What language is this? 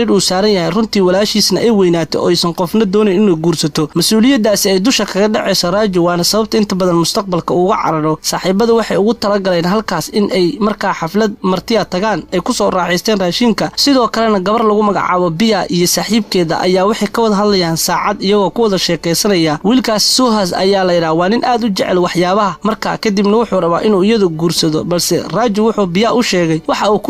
Somali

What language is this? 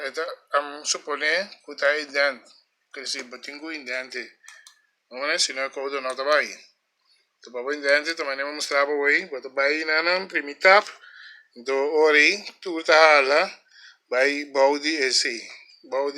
Papiamento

